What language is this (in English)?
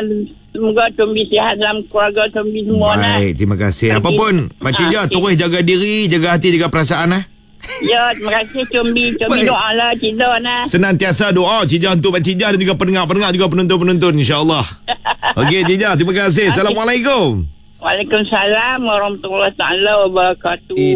Malay